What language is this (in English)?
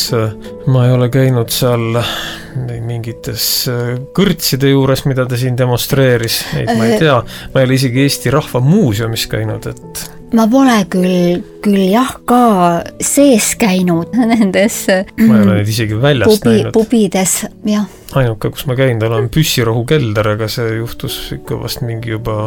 Estonian